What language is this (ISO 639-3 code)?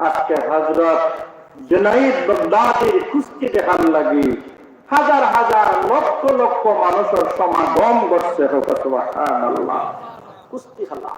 syl